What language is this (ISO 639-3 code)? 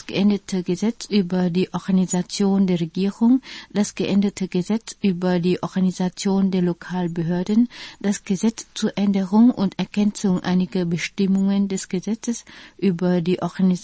deu